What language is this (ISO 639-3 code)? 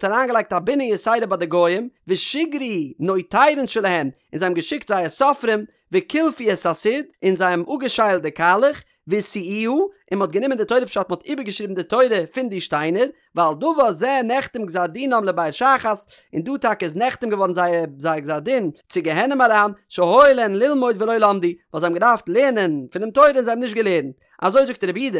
yid